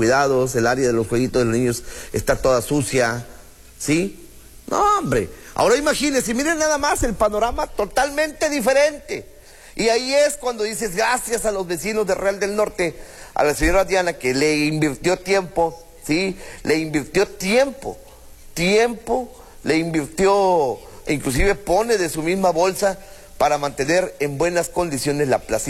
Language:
Spanish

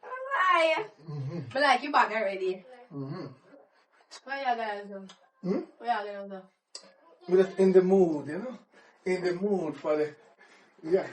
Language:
Jamaican Creole English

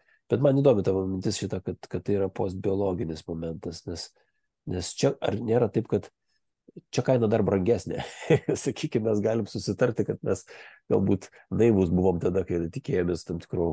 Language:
Lithuanian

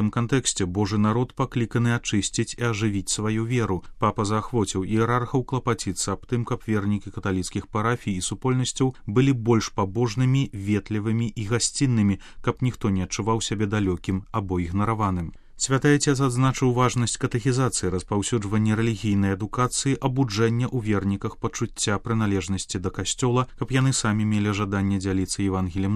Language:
Belarusian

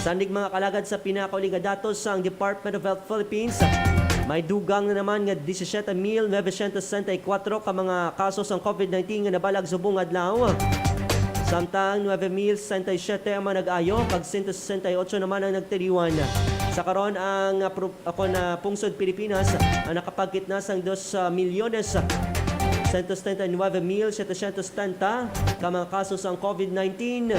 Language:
Hiligaynon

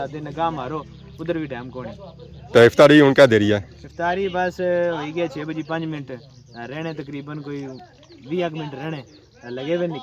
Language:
Pahari-Potwari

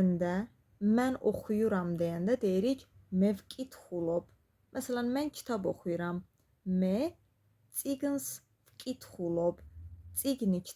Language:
Azerbaijani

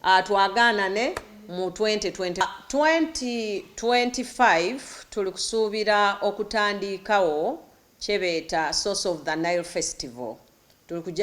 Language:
Soga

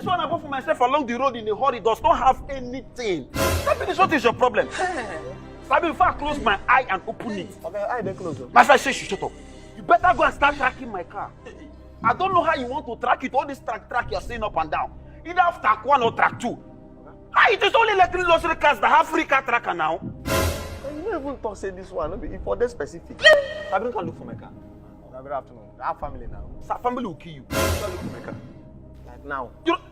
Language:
Nigerian Pidgin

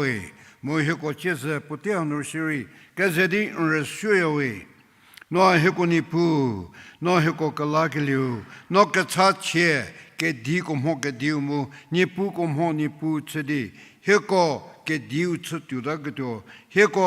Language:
Angami Naga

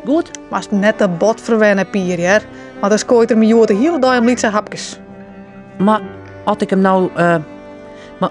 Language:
Western Frisian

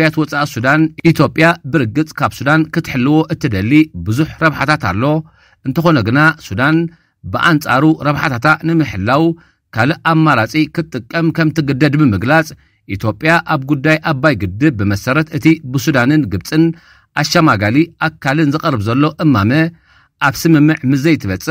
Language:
Tigrinya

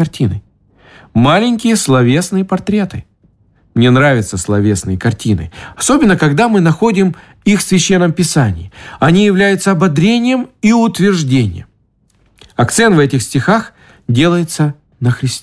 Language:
Russian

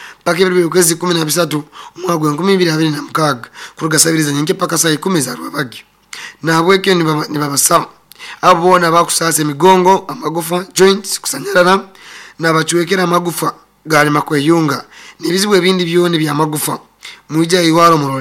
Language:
Nyoro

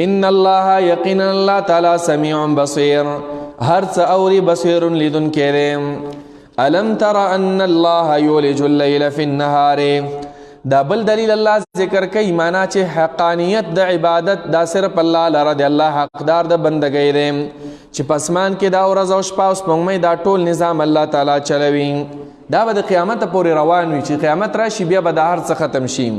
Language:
Pashto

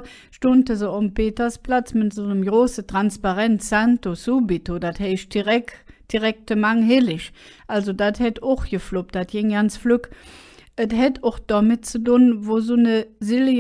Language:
Colognian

